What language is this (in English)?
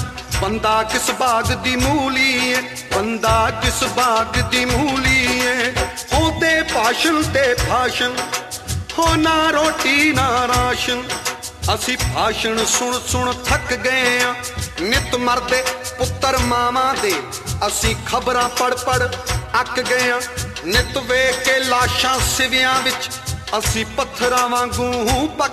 Punjabi